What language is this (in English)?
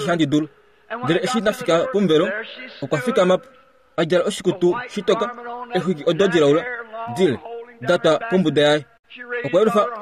Kuanyama